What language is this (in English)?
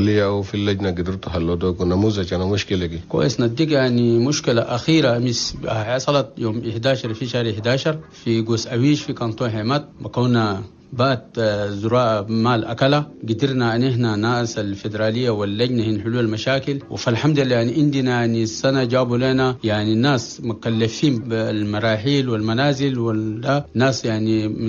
Chadian Arabic